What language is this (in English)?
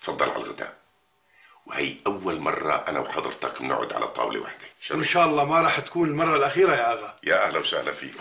North Levantine Arabic